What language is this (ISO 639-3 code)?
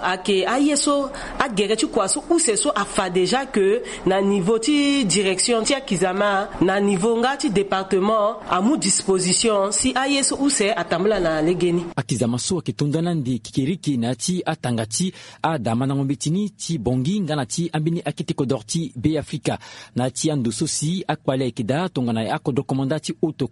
sag